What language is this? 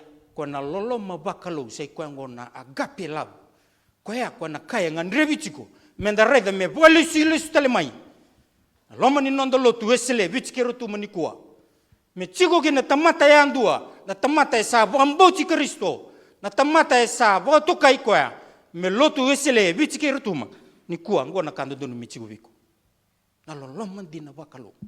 Fijian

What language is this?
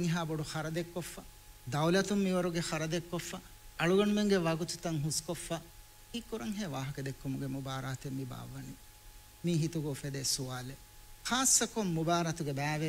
Divehi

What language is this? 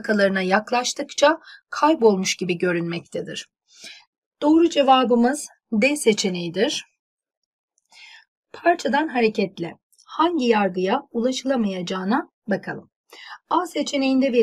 Turkish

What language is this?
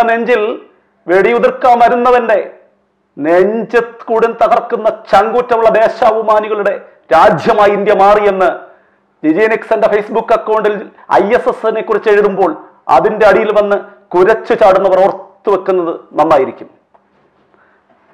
Malayalam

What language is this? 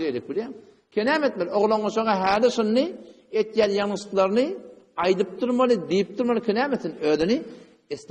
Turkmen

